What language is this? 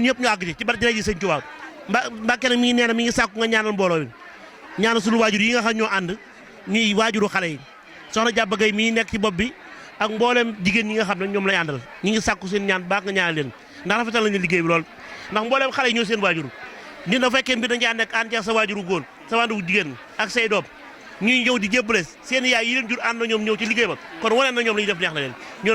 Wolof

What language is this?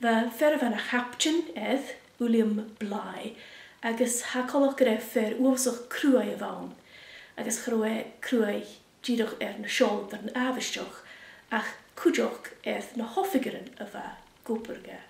Scottish Gaelic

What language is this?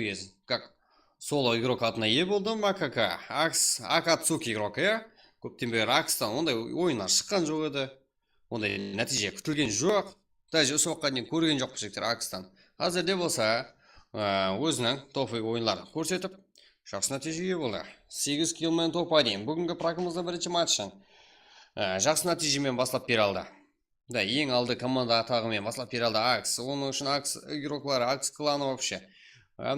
Kara-Kalpak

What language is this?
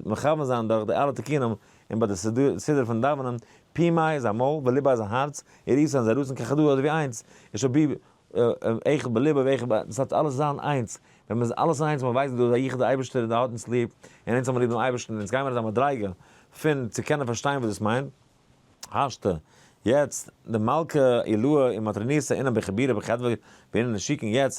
Yiddish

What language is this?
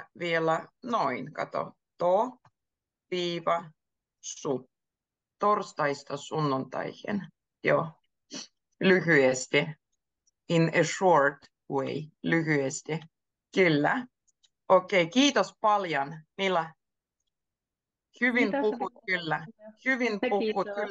Finnish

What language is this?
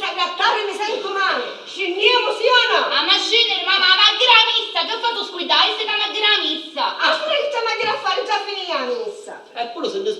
Sicilian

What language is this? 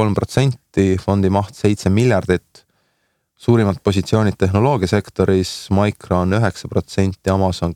Estonian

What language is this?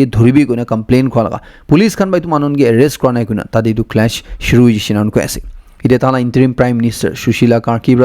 Naga Pidgin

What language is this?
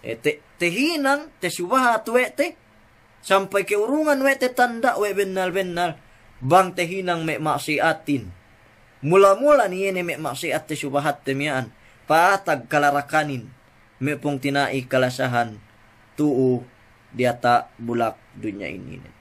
Yakan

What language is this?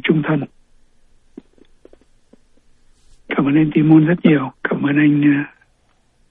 Vietnamese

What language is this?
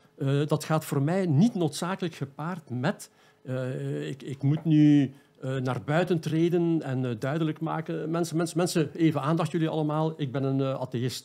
Dutch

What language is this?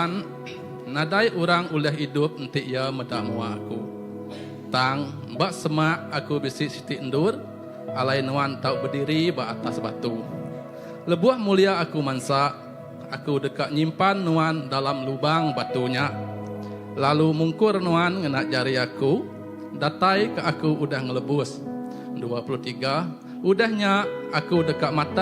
Iban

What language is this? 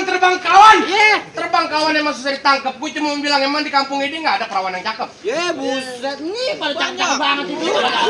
Betawi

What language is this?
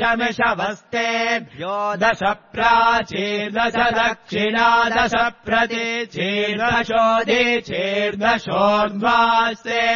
Sanskrit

